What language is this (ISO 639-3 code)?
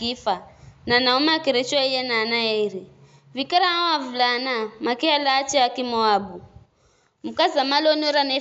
nyf